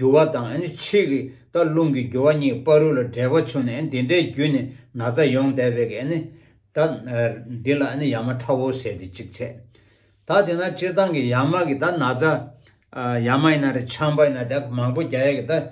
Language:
Tibetan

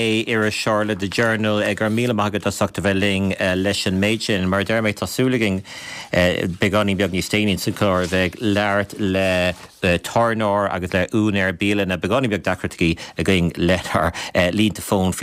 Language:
Irish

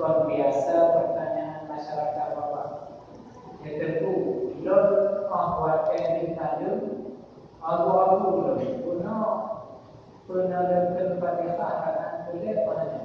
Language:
Achinese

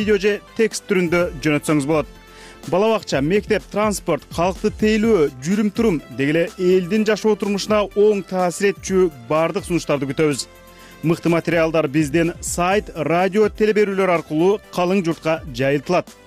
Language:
Kyrgyz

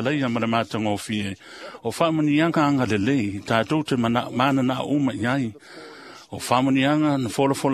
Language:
Samoan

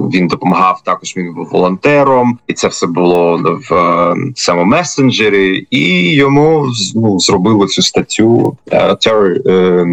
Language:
Ukrainian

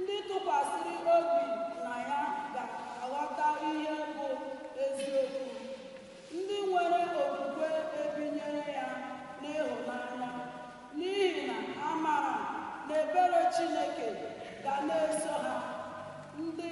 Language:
Igbo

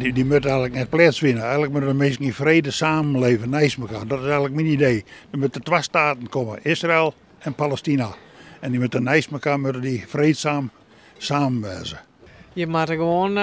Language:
Western Frisian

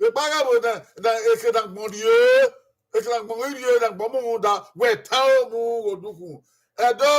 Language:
Bini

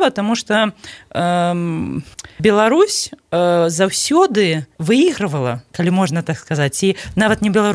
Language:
Belarusian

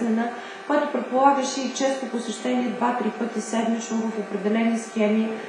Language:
Bulgarian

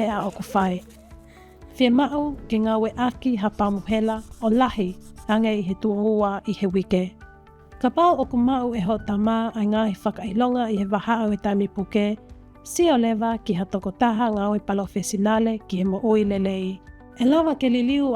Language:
Tongan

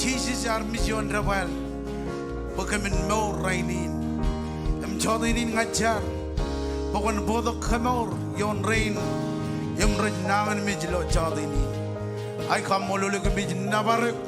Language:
Marshallese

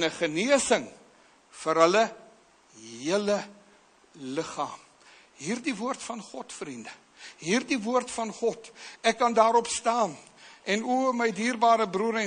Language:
Afrikaans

